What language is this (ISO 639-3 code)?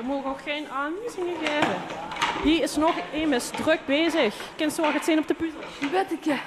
lim